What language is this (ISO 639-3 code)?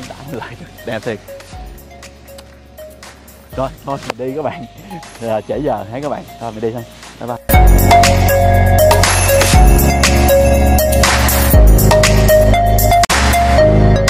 vie